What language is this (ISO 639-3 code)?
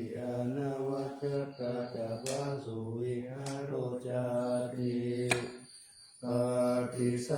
pli